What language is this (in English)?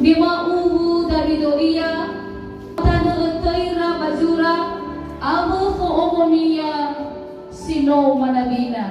Nias